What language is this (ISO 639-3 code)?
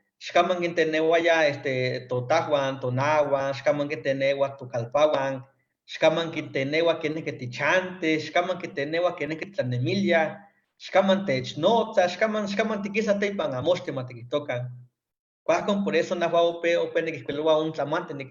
nhe